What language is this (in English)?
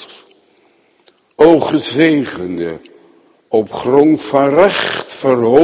Dutch